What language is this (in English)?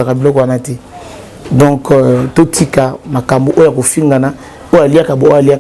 Lingala